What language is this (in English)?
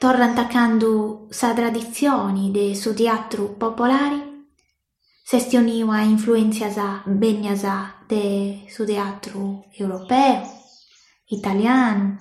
Sardinian